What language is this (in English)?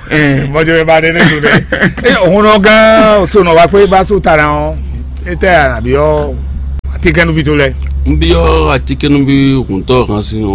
Fon